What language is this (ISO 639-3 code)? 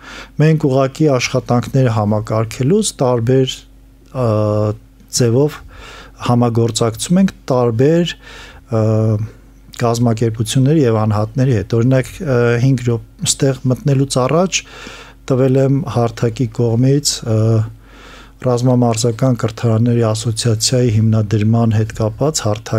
hye